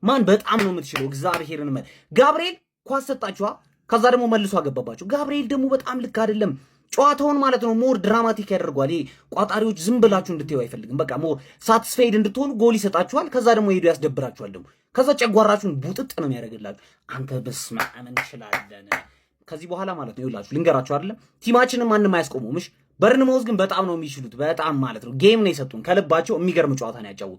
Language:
Amharic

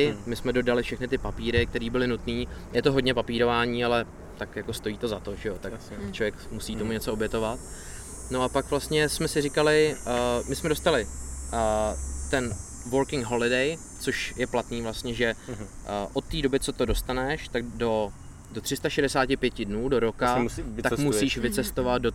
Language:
Czech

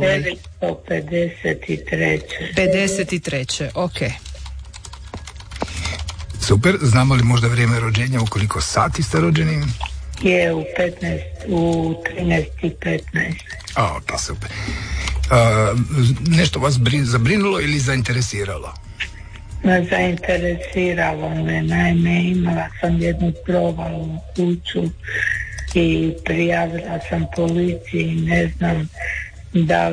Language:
Croatian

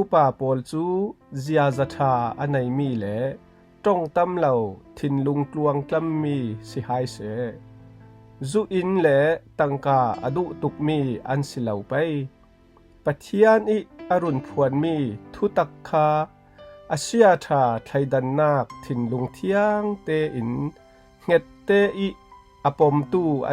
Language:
Falam Chin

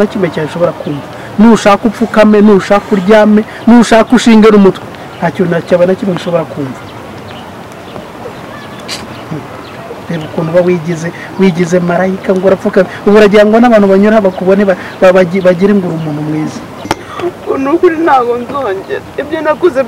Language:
Kinyarwanda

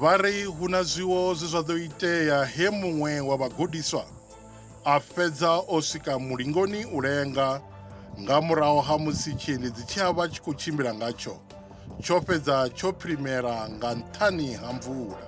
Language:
Venda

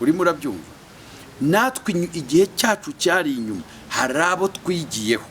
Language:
Kinyarwanda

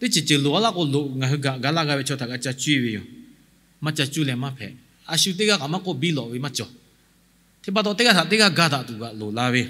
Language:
Lahu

